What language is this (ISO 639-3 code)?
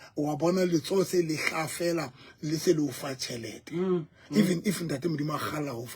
sot